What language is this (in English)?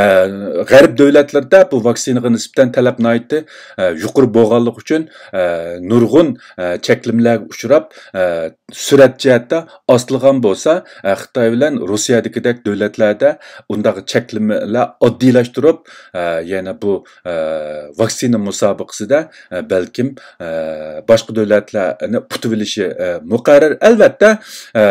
Uyghur